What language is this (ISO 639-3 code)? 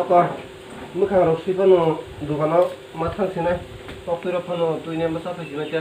trp